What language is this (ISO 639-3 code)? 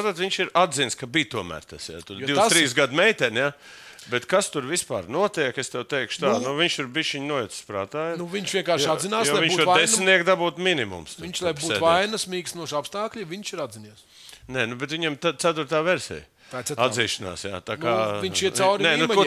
lav